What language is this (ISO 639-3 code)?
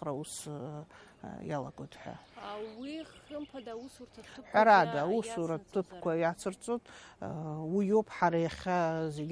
abk